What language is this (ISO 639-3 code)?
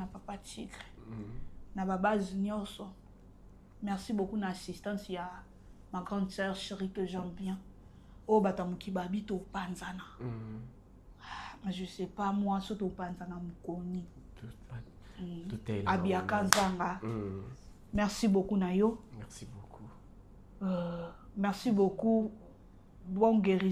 lin